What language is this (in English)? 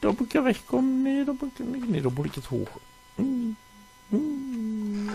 Low German